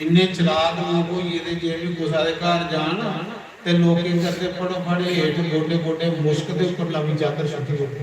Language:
Dogri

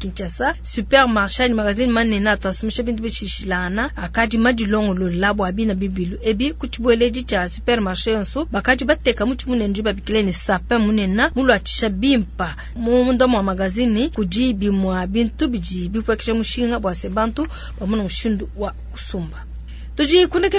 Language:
Luba-Lulua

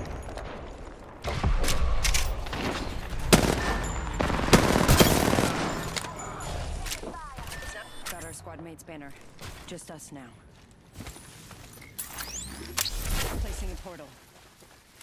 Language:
English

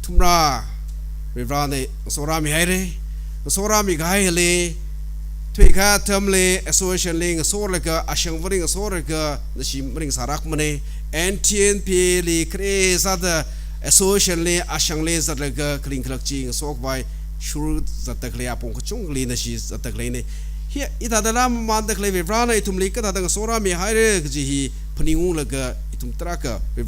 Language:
Tangkhul Naga (India)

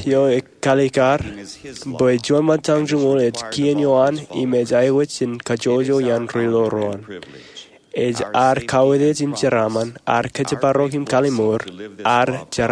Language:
Marshallese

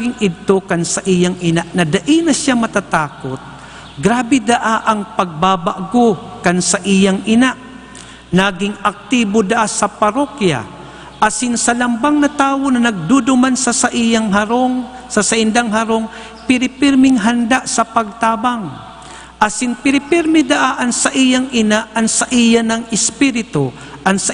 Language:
Bikol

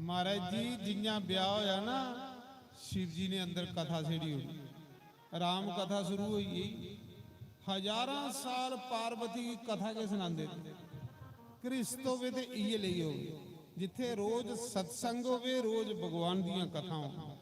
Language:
Dogri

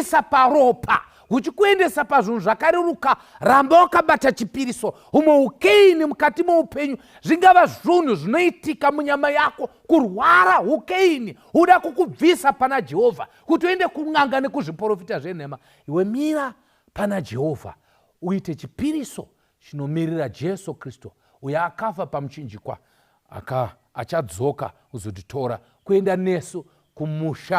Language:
Shona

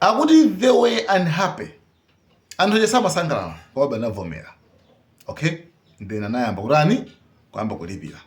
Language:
Nyanja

